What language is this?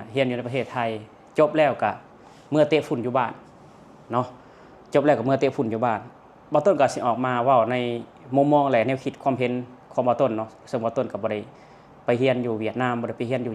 Lao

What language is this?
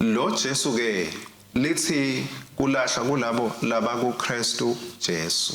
Swati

